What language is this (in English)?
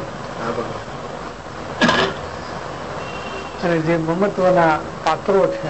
Gujarati